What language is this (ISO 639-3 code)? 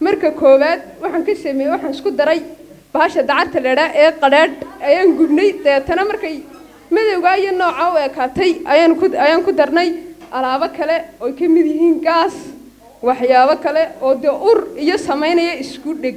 som